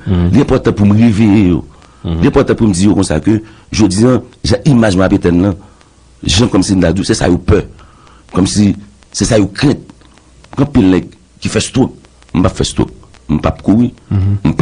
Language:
Haitian Creole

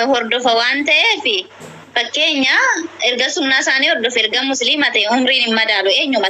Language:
Oromo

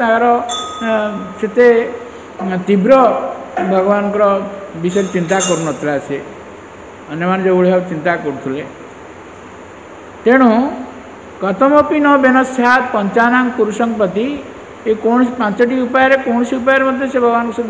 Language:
Odia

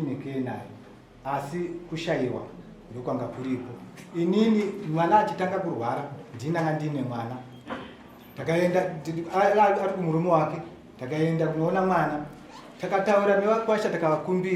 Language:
Shona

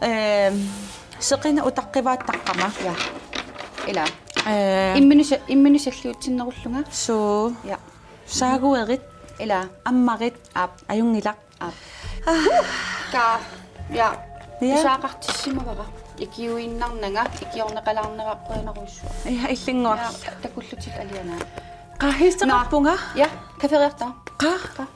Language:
Kalaallisut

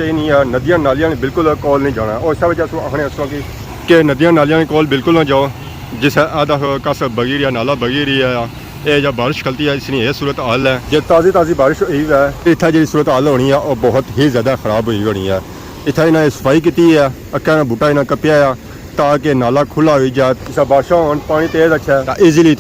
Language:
Pahari-Potwari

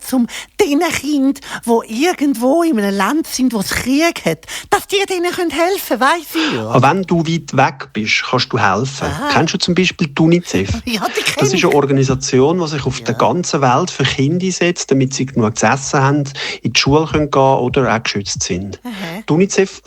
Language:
Swiss German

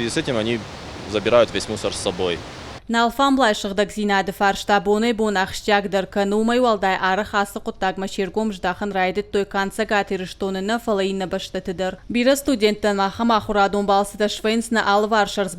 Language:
Ossetic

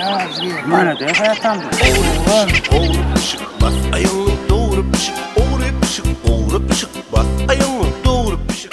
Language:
Turkmen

